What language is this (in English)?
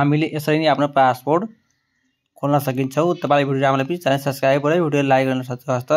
Nepali